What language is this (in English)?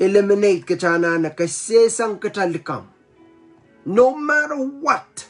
Pohnpeian